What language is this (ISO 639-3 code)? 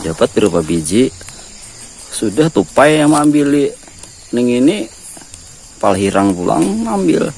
bjn